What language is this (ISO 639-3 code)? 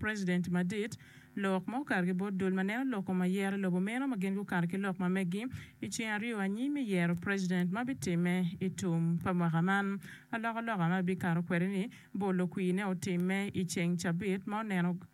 ach